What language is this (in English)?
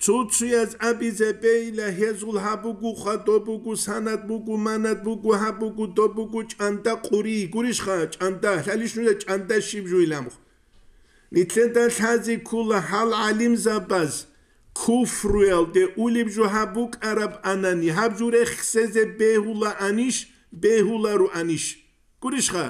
Avaric